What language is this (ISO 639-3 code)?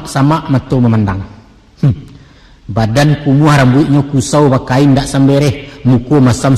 min